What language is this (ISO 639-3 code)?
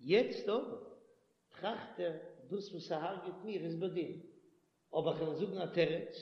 yid